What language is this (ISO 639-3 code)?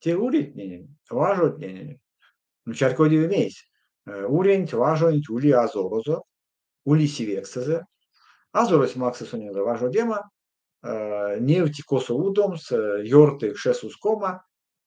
myv